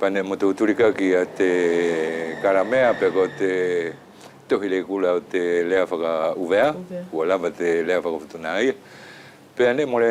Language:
Wallisian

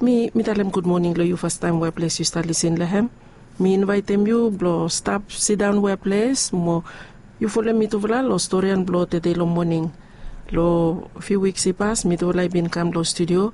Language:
Bislama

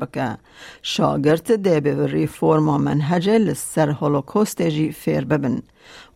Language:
Kurdish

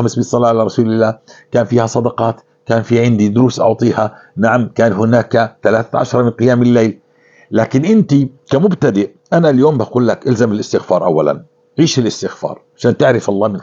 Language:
North Levantine Arabic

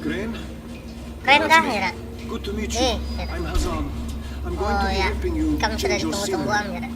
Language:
Banjar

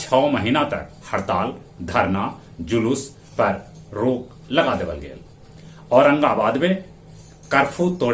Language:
Magahi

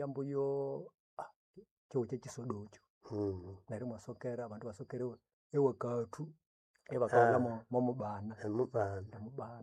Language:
Nande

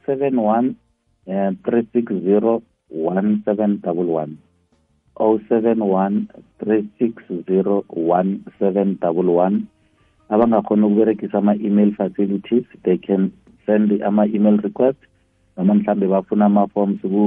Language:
South Ndebele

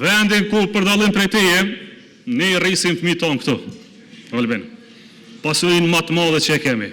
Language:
Albanian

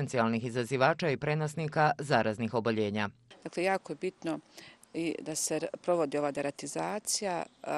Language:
Bosnian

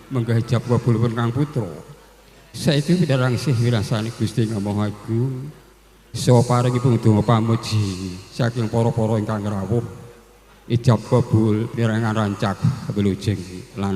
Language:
Javanese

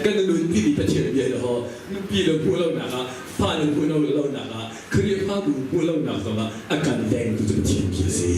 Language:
Hakha Chin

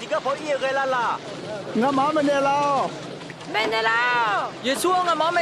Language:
Akha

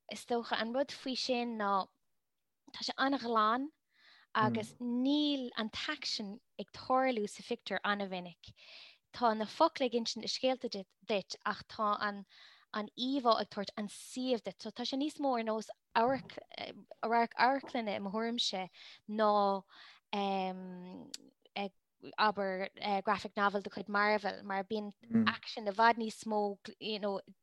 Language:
Irish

